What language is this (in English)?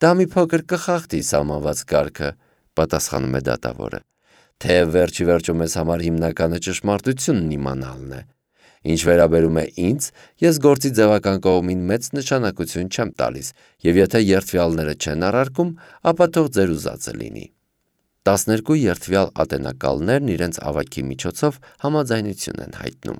Armenian